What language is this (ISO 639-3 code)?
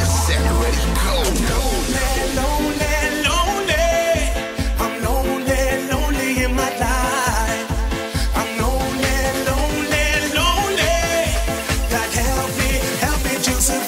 eng